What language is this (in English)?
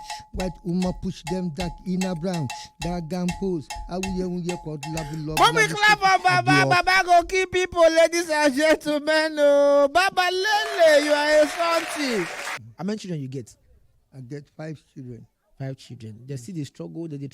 Nigerian Pidgin